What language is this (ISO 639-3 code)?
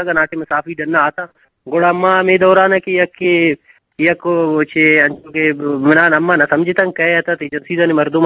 bgp